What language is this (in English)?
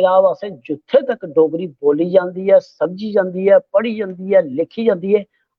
Dogri